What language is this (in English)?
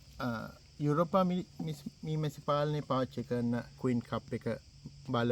Sinhala